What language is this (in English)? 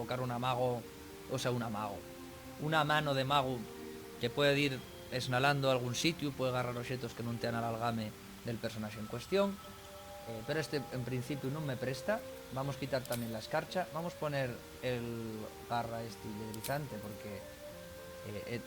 Asturian